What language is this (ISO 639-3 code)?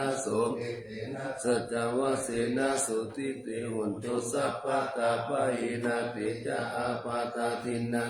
pli